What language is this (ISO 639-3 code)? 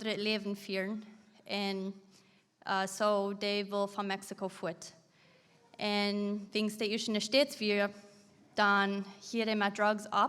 pdt